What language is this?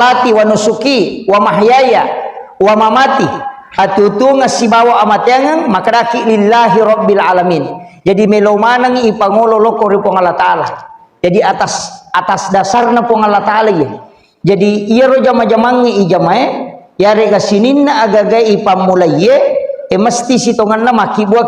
Buginese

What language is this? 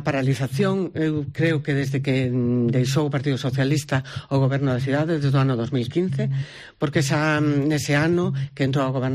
Galician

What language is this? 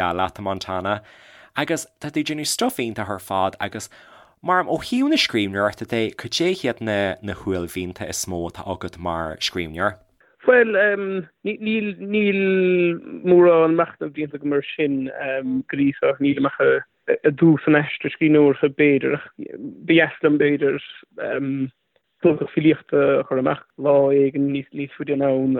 Irish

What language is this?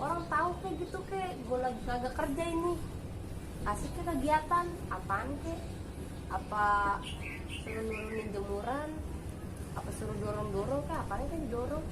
Betawi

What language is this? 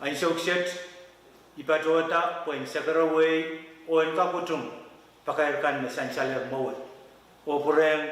Pohnpeian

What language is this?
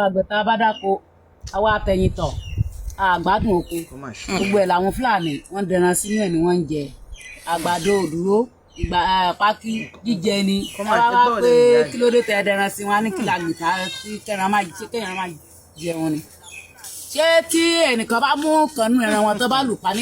Yoruba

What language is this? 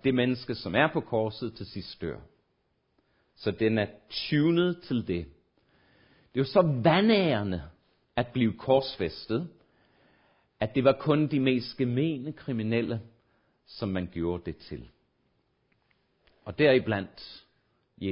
Danish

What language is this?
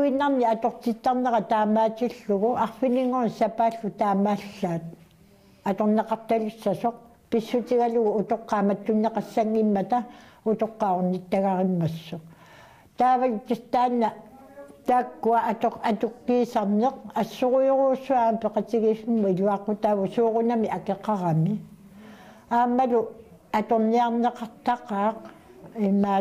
Kalaallisut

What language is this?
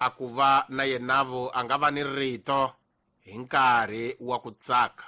Tsonga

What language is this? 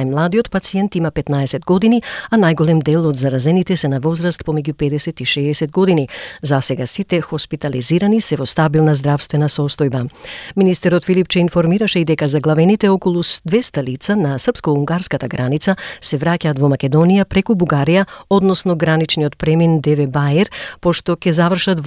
Macedonian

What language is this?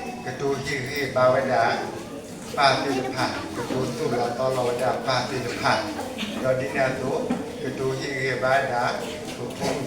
S'gaw Karen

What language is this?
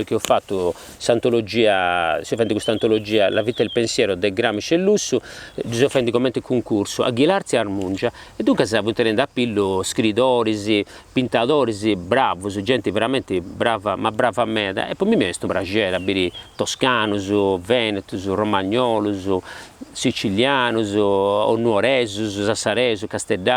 Sardinian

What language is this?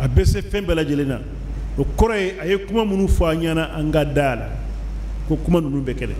Bambara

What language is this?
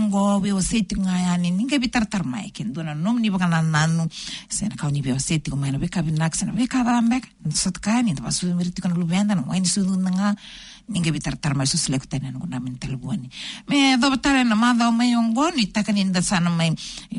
Fijian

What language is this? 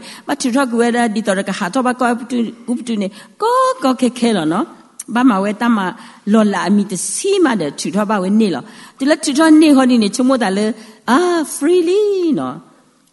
S'gaw Karen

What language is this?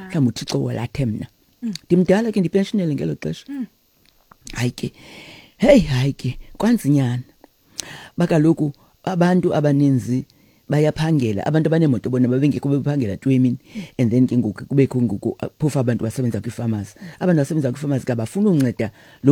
Xhosa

